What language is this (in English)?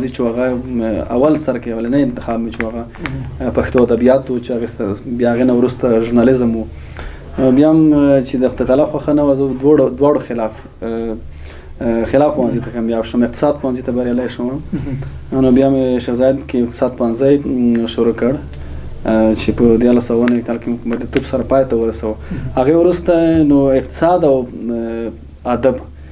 Pashto